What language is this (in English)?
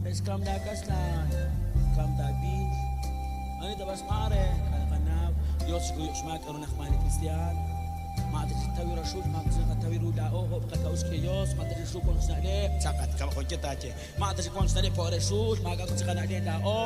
Kekchí